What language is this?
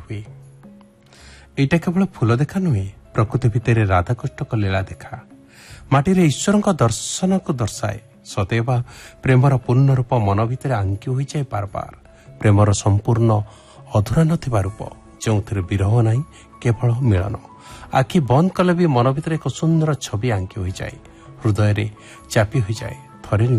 Odia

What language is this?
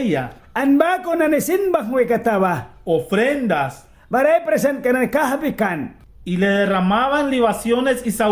Mískito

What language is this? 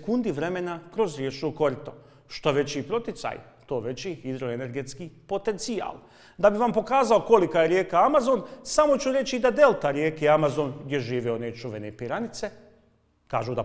Bosnian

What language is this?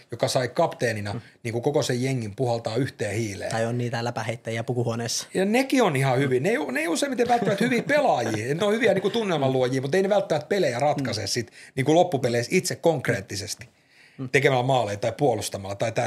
Finnish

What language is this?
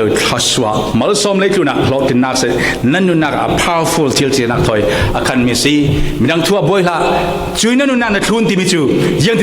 Falam Chin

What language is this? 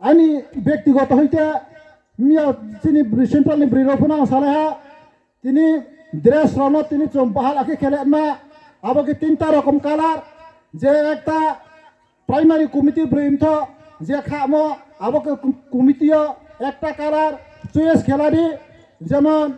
Riang (India)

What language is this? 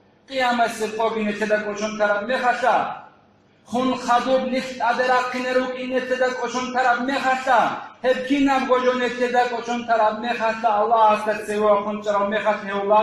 Avaric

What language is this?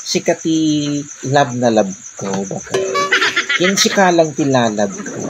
Iloko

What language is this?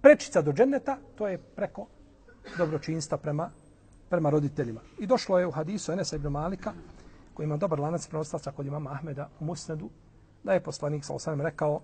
Bosnian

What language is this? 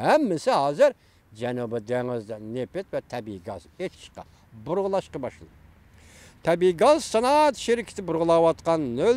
Uyghur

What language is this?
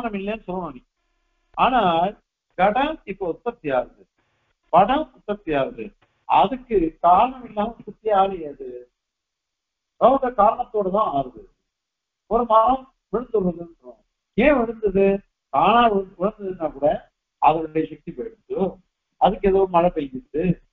Tamil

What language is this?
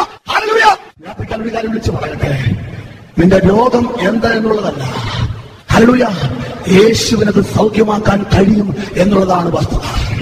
Malayalam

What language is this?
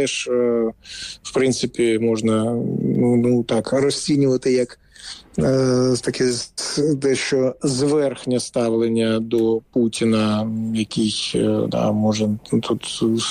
Ukrainian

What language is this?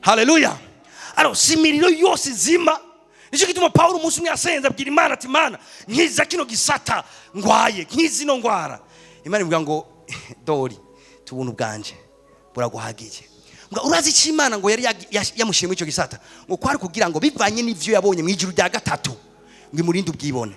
Rundi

